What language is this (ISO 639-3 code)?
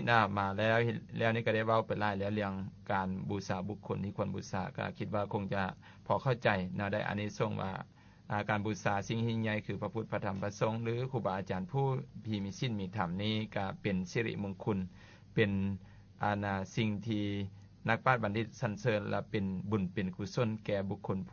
lao